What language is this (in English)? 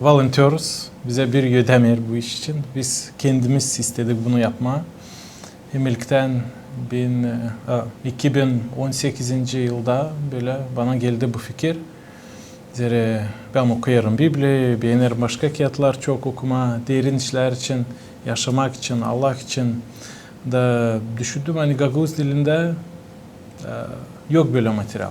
Gagauz